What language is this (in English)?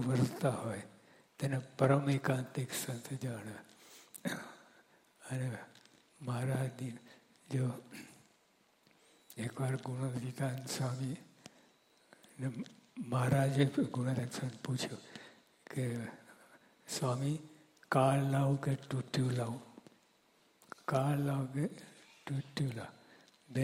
Gujarati